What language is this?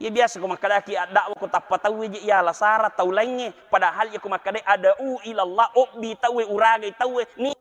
Buginese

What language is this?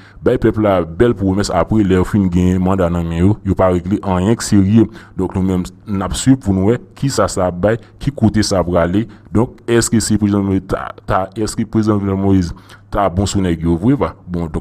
Haitian Creole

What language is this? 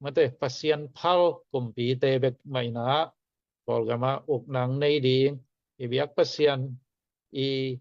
Tedim Chin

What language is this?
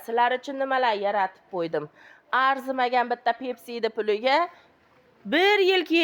Uzbek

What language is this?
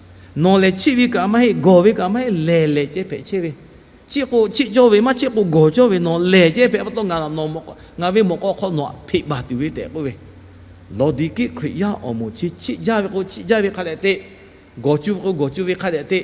Lahu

